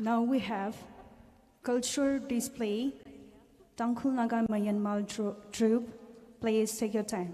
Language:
Tangkhul Naga (India)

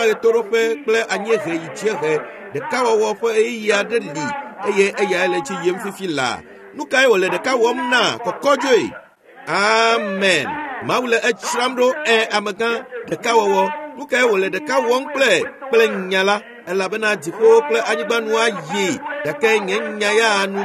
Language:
Ewe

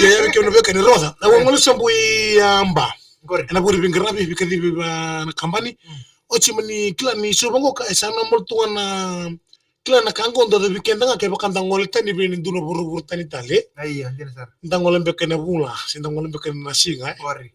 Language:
Fijian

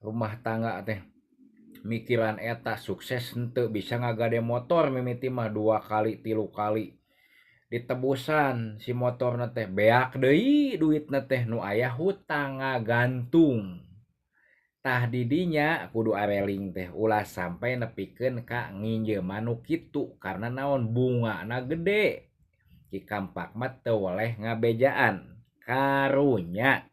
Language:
Sundanese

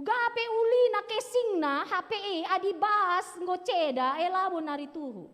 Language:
Batak Karo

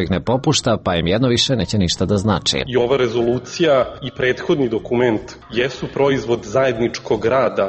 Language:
Serbian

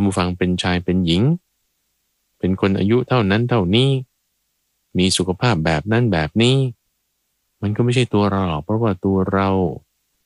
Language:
Thai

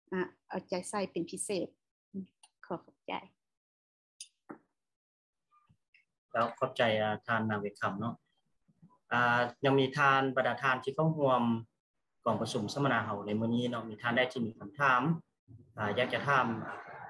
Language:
Lao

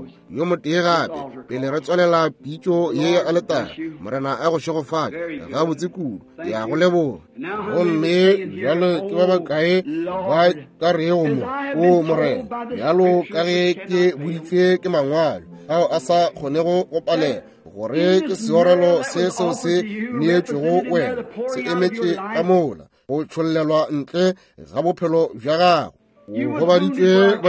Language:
Northern Sotho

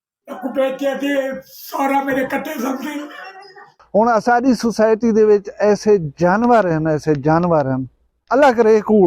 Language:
Saraiki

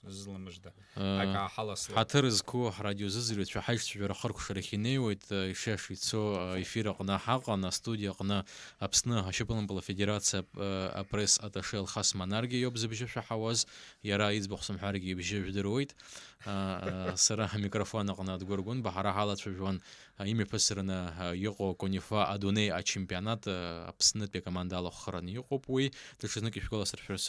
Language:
Abkhazian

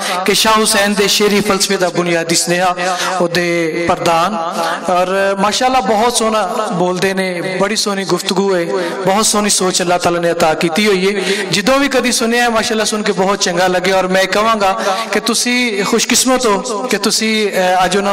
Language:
Western Panjabi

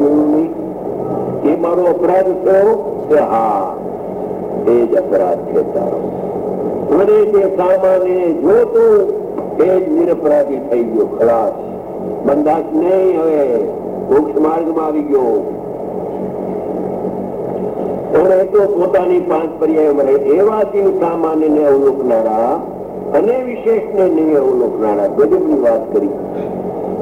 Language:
Gujarati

